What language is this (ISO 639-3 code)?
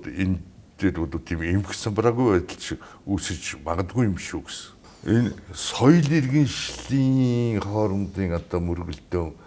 mon